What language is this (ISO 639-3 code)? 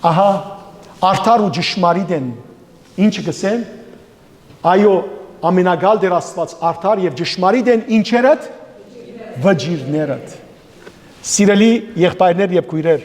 hyw